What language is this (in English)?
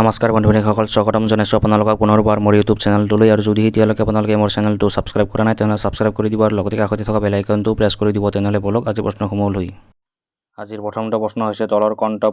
Assamese